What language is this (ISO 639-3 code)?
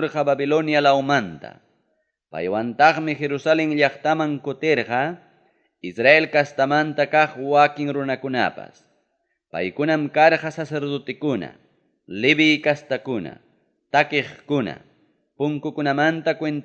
quy